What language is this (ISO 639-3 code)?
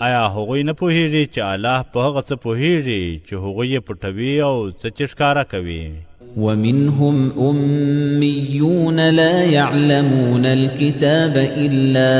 pus